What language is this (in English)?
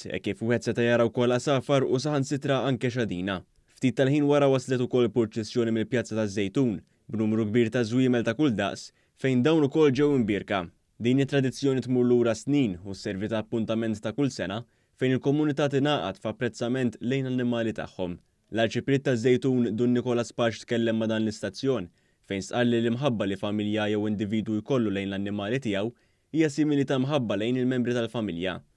Maltese